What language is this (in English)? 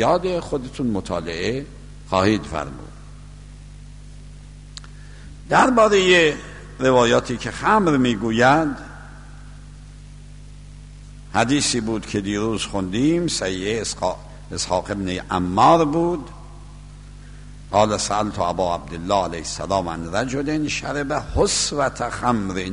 Persian